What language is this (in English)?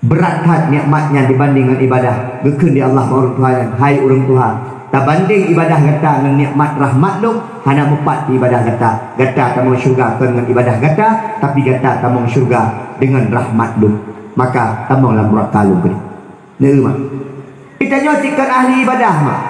Achinese